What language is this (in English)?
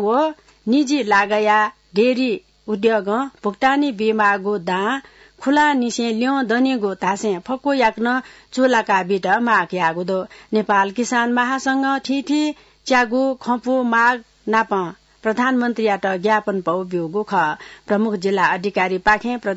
Newari